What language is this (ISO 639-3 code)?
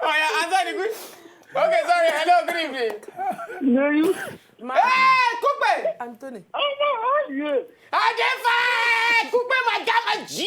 pcm